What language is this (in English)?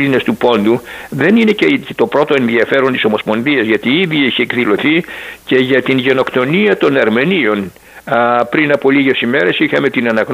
Greek